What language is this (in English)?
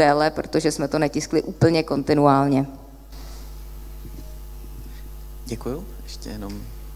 Czech